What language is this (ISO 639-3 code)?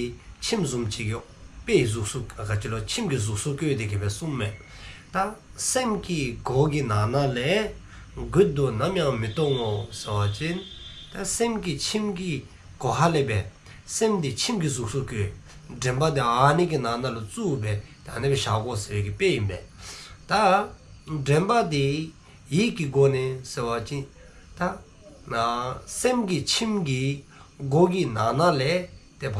dzo